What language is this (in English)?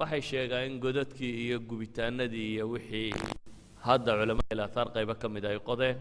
Somali